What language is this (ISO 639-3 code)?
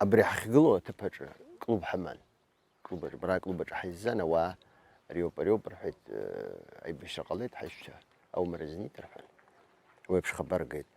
abk